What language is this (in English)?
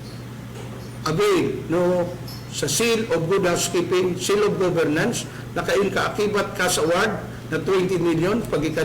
Bikol